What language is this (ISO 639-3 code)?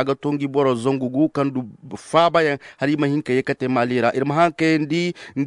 ses